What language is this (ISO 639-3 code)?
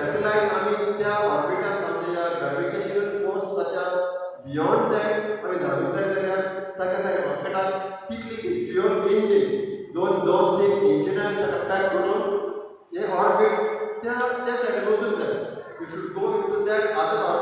kok